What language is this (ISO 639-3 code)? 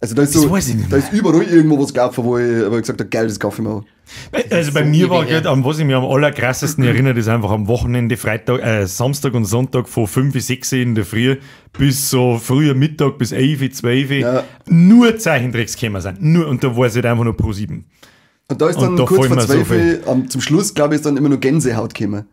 bar